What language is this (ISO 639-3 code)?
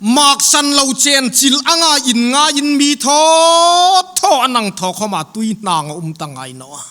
hmr